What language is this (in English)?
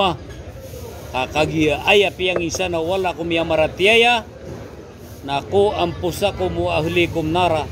Maranao